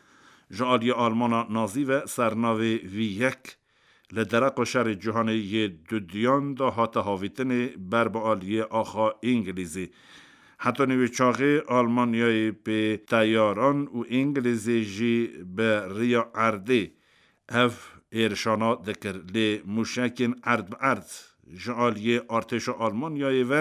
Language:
Kurdish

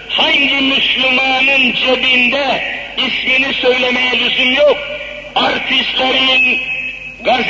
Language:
Turkish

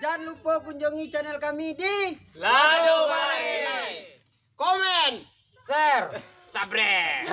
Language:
Minangkabau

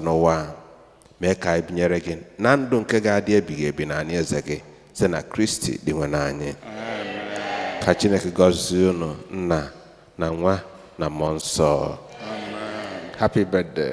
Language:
Igbo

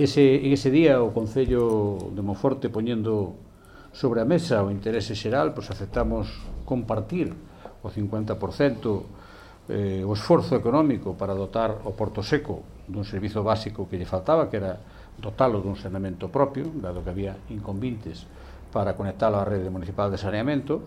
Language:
Galician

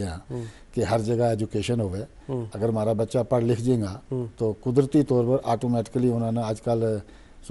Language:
Gujari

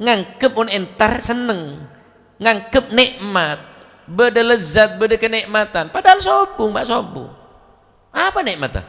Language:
Madurese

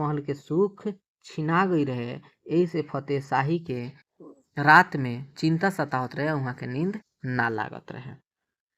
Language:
Bhojpuri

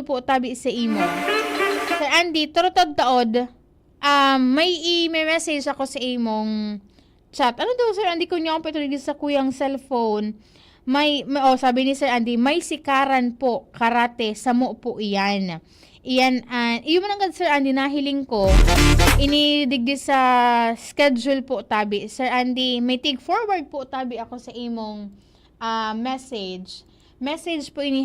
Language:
Bikol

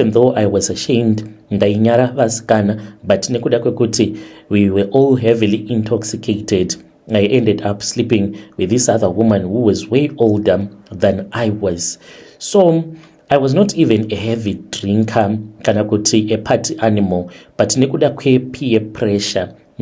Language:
Shona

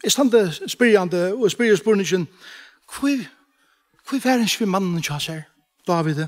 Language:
Faroese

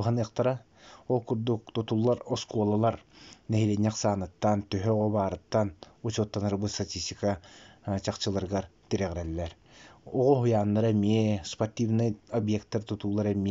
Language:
Yakut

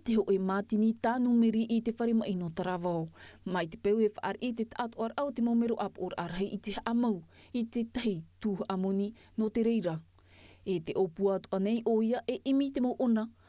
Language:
Tahitian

